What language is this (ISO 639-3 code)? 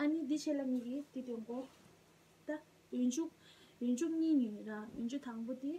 bod